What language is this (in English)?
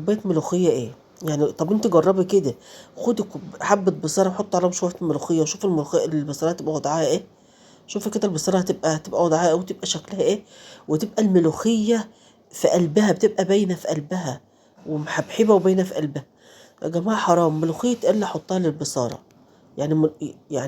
Egyptian Arabic